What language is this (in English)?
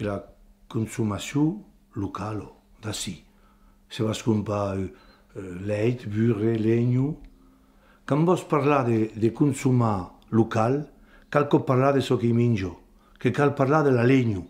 Occitan